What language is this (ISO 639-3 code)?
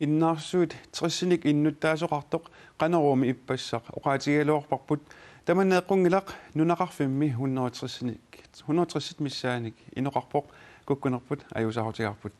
kal